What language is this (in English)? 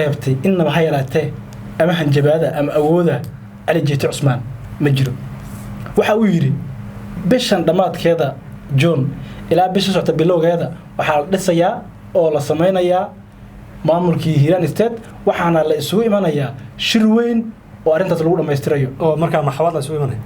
Somali